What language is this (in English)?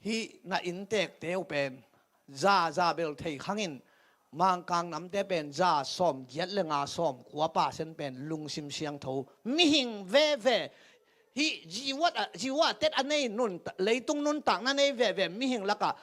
Tedim Chin